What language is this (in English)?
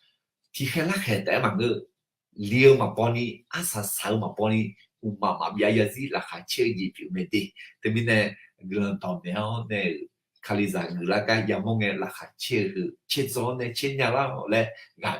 Akha